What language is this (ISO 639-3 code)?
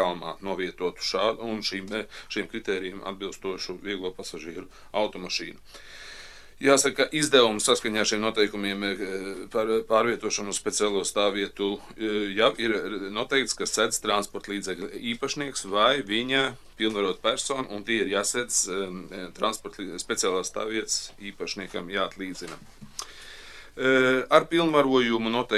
lav